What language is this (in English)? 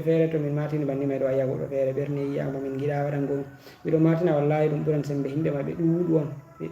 Fula